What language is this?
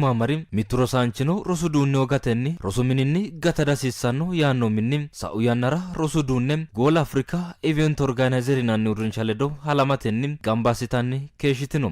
Sidamo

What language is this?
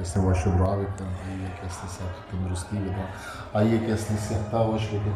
Eastern Balochi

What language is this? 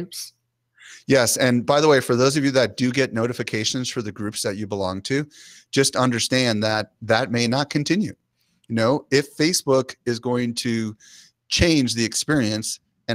English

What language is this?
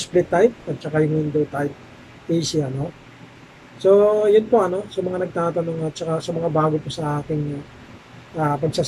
Filipino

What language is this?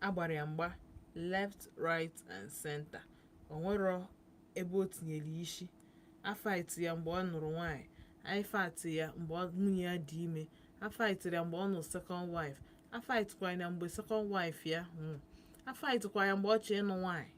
Igbo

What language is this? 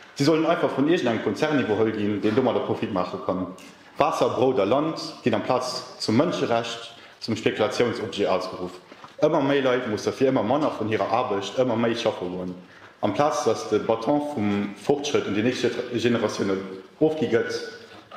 Luxembourgish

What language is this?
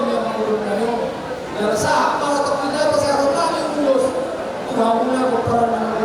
Batak Toba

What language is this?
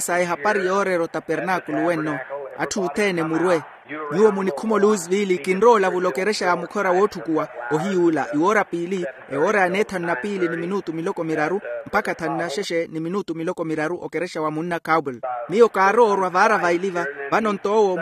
Makhuwa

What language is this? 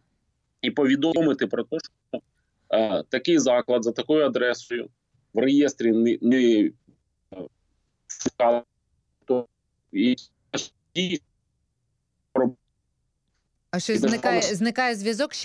Ukrainian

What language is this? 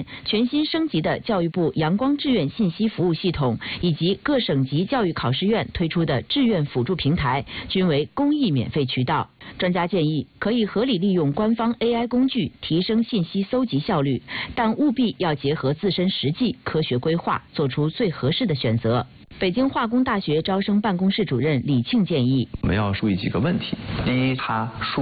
Chinese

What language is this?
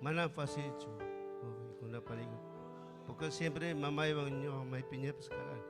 Ayacucho Quechua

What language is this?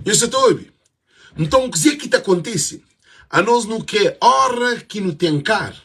Kabuverdianu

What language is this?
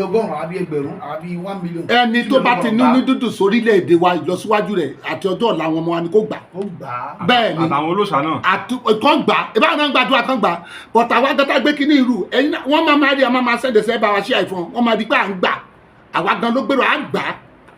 Yoruba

